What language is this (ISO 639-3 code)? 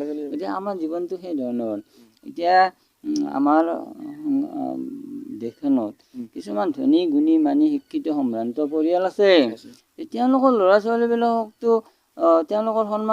asm